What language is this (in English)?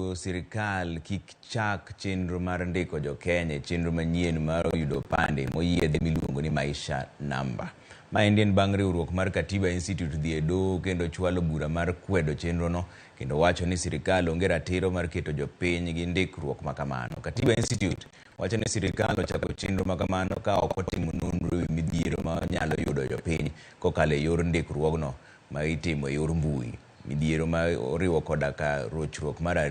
Luo (Kenya and Tanzania)